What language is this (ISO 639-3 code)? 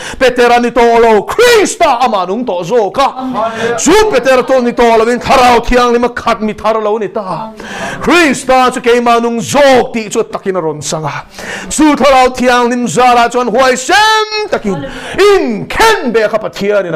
lus